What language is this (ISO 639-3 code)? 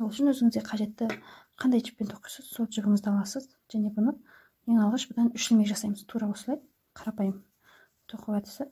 kaz